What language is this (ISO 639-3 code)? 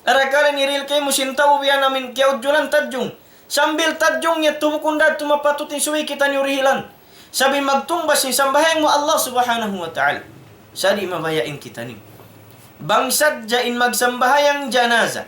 tsg